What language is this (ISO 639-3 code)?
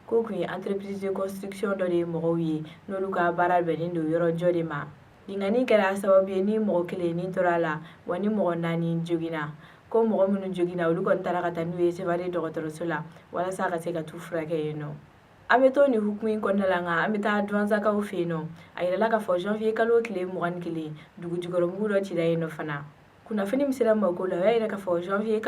bam